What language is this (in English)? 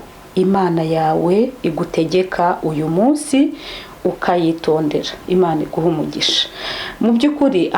Kinyarwanda